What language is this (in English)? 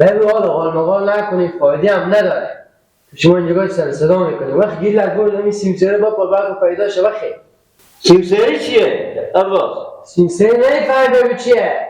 Persian